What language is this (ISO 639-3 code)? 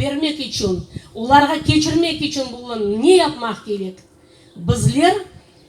crh